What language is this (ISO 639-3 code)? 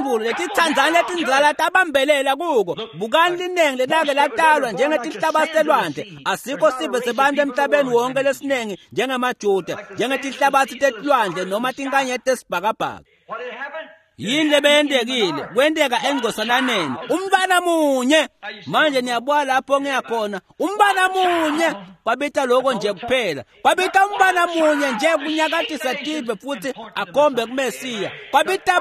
ssw